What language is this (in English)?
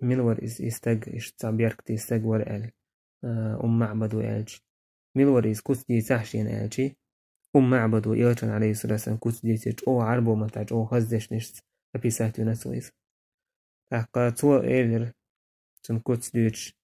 Chechen